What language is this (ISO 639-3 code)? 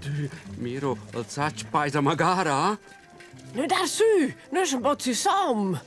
roh